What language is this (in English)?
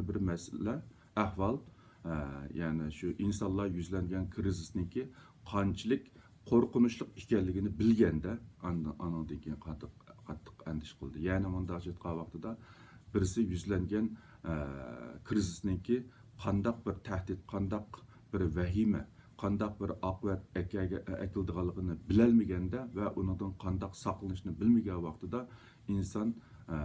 Uyghur